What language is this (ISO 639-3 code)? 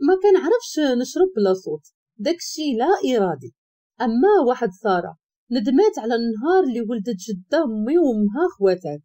ary